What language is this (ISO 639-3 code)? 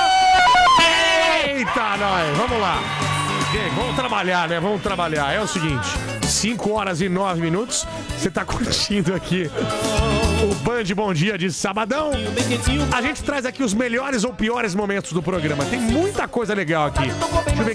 por